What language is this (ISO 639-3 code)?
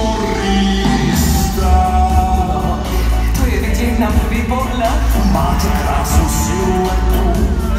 slk